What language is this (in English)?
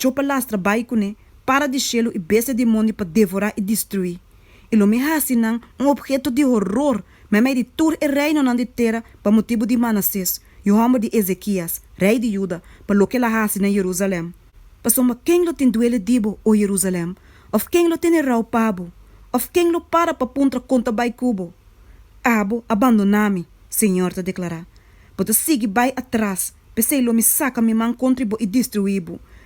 Papiamento